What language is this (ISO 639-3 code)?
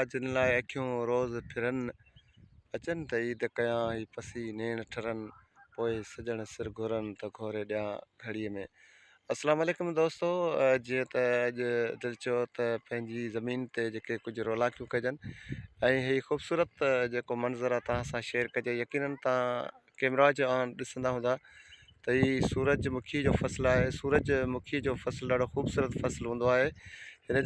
snd